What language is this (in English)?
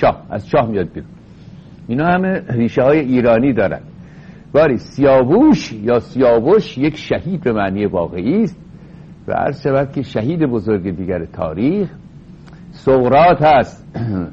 Persian